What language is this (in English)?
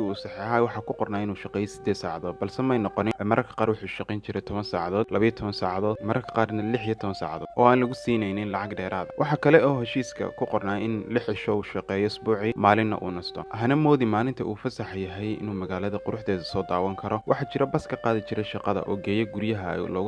Somali